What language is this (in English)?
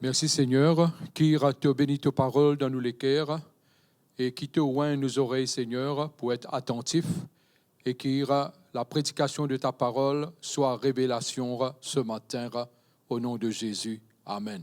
Morisyen